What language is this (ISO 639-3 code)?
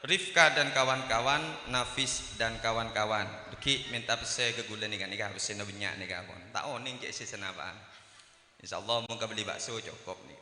mad